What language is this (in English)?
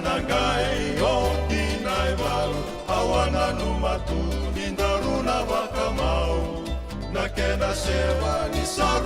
Fijian